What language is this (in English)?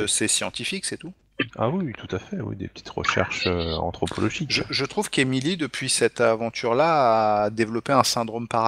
French